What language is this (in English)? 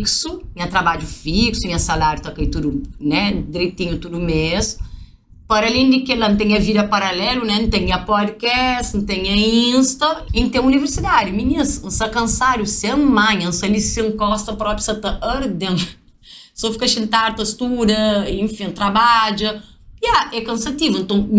Kabuverdianu